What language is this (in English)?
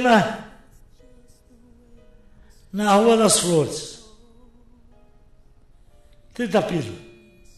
Portuguese